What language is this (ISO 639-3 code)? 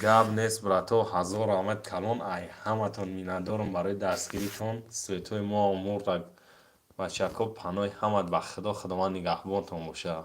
tgk